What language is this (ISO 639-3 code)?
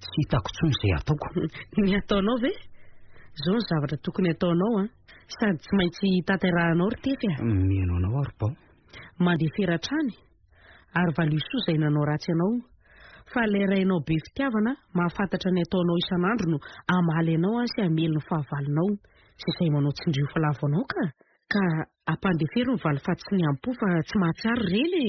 mlg